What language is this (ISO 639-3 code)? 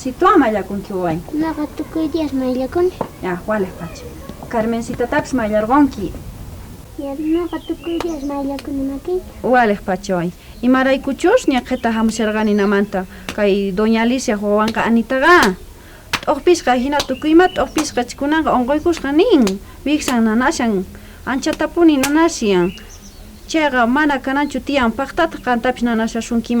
quh